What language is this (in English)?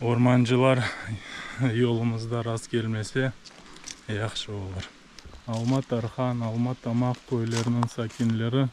Crimean Tatar